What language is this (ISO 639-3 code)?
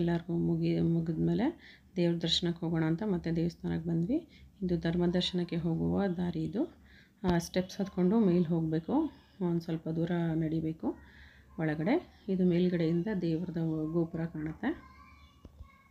kan